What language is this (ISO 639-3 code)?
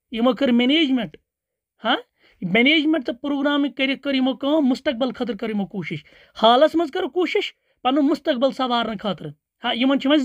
kas